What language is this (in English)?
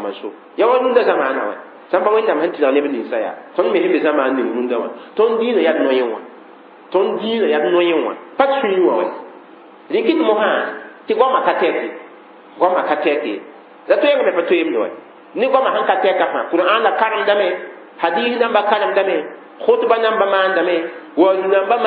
Mossi